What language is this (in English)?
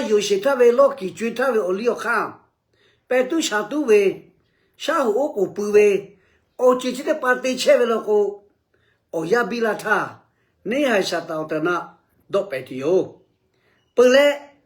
Lahu